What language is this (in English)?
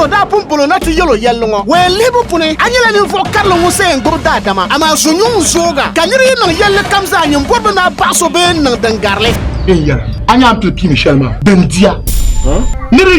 Dagbani